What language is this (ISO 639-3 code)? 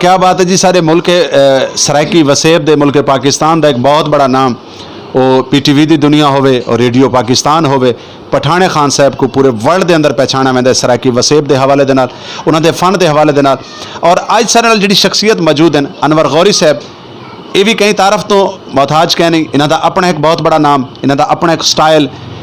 skr